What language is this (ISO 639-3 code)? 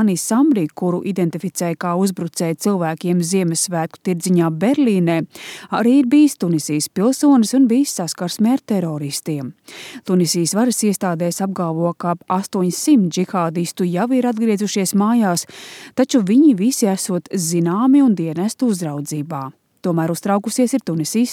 lav